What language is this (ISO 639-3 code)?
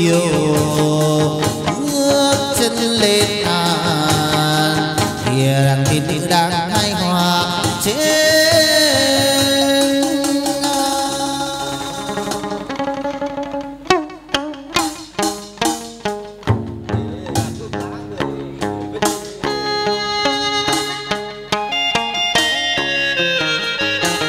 vie